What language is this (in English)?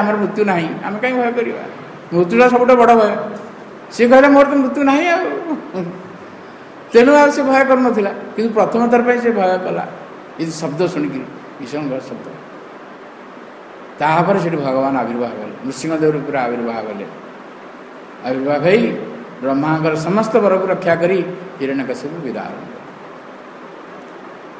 Odia